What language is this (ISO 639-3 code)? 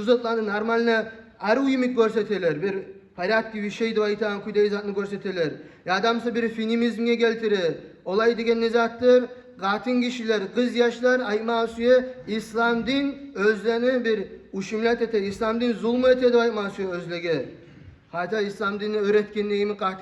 kum